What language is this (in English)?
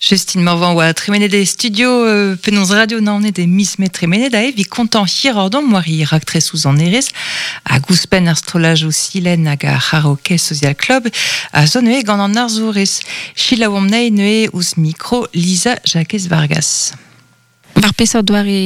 Breton